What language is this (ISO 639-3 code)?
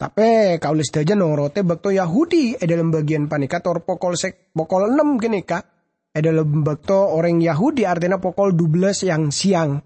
mad